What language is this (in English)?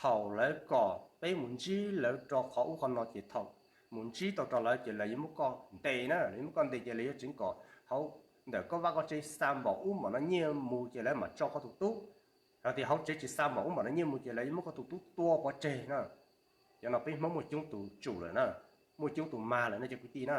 Hmong